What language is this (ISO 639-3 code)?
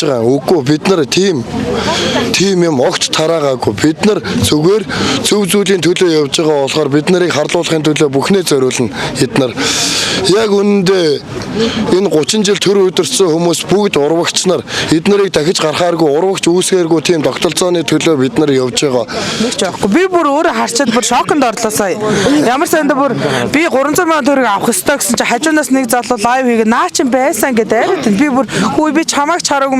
mon